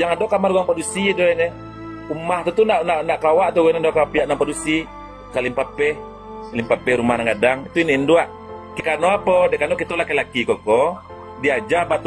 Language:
Minangkabau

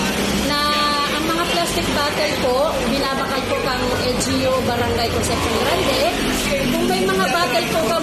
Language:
Bikol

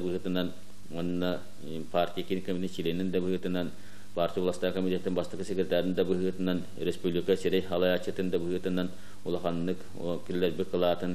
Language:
Yakut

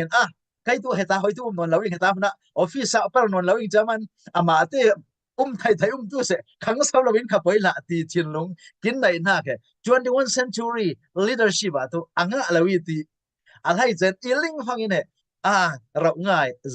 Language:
Falam Chin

